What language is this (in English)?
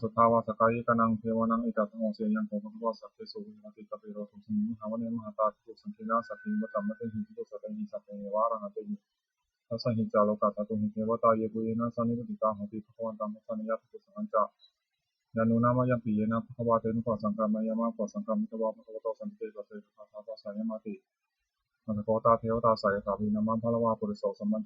Pali